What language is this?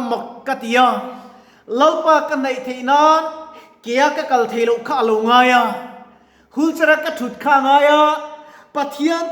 Mizo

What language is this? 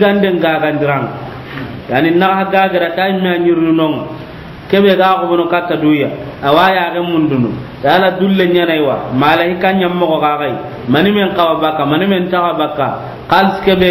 Soninke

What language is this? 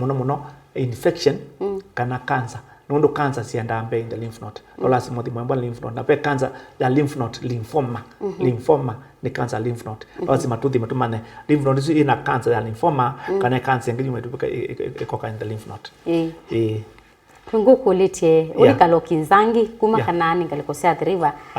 Kamba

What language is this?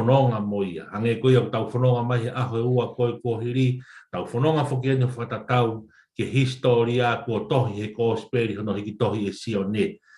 Tongan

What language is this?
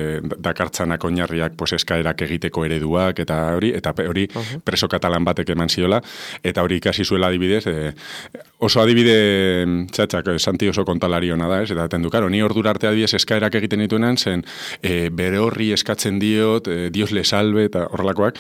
Basque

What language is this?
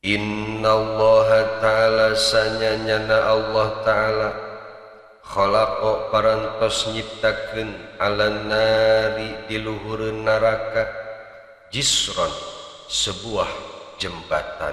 Sundanese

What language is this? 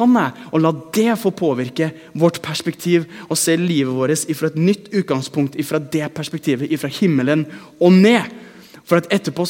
Norwegian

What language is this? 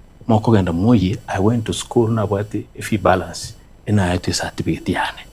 Gusii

